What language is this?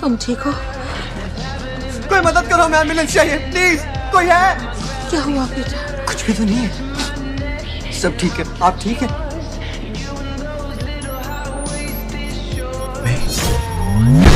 Hindi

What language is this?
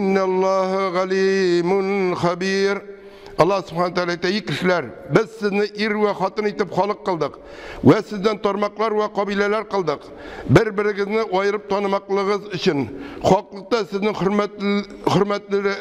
Tatar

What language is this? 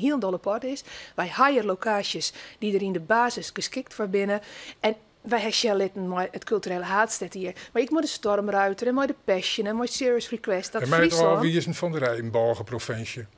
Western Frisian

